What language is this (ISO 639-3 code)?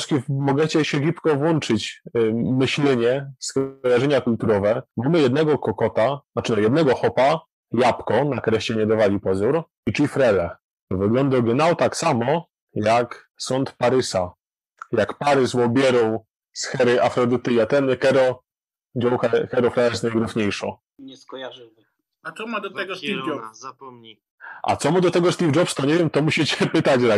szl